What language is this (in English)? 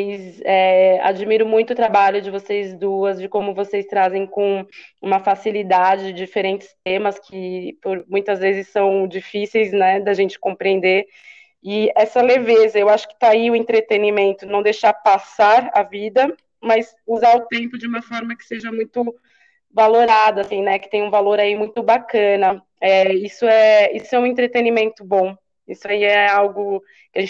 Portuguese